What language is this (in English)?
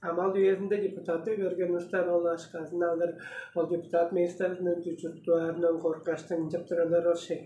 Tuvinian